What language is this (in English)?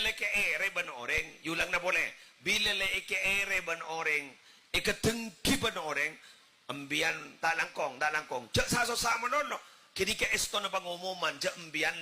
Madurese